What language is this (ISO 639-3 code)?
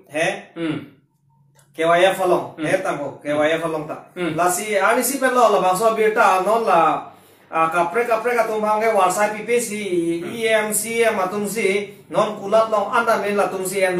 mjw